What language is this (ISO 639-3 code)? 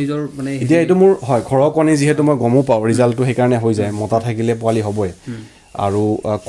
asm